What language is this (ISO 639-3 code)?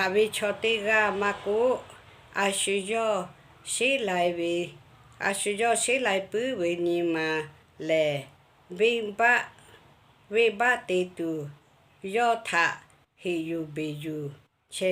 lhu